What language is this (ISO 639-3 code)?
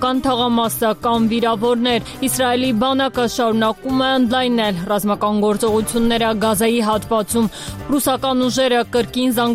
hye